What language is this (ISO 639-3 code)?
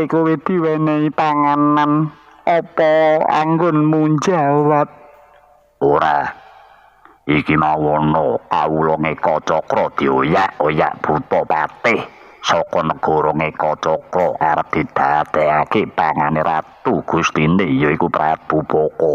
jav